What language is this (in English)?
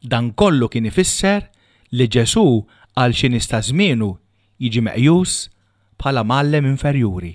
Maltese